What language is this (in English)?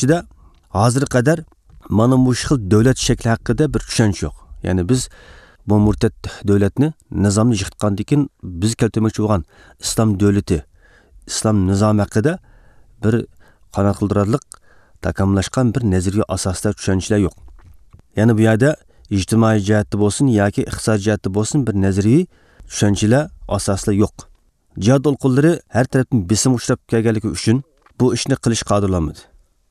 Uyghur